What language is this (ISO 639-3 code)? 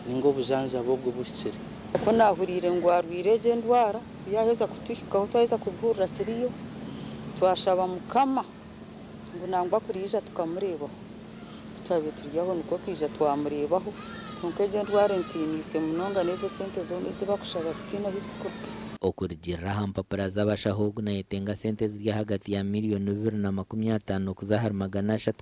nyn